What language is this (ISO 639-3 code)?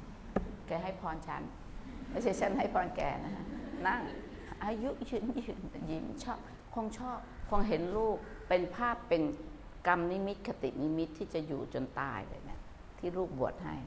tha